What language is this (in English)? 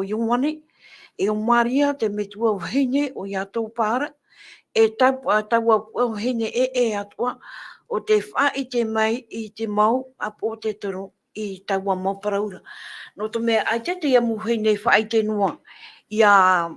Tahitian